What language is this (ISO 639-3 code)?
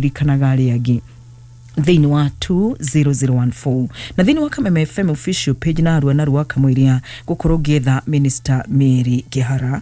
kik